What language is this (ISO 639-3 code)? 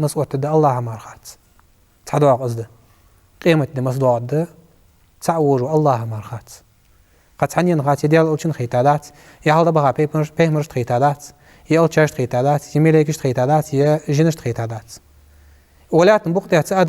inh